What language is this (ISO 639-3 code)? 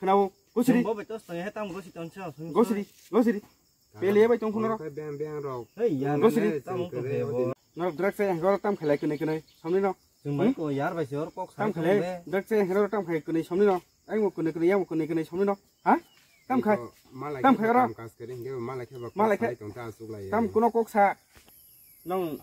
trp